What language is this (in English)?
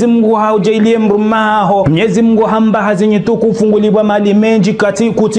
Ngazidja Comorian